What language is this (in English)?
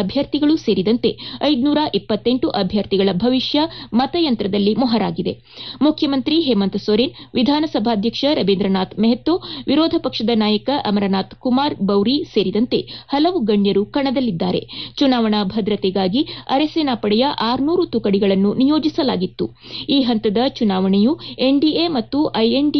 Kannada